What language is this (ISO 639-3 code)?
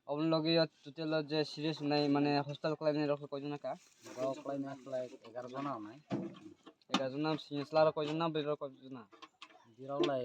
trp